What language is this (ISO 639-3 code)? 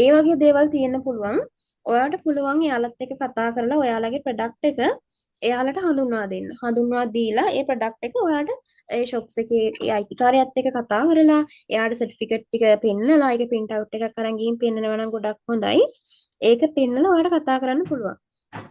sin